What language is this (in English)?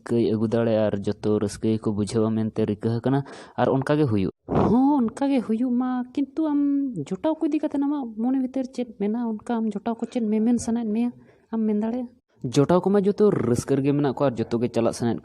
Santali